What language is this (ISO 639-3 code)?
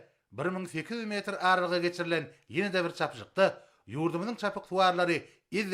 tuk